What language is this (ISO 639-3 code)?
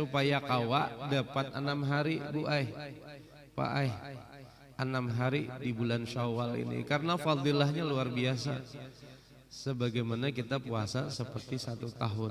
bjn